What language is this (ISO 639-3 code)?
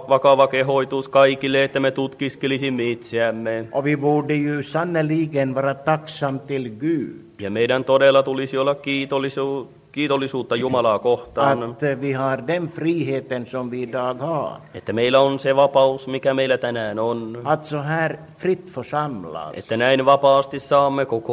fin